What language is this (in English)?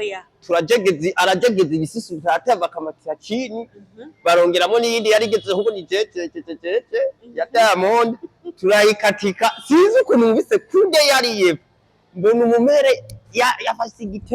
Rundi